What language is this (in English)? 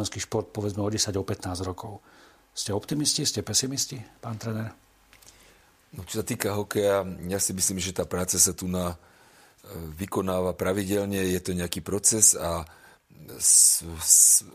Slovak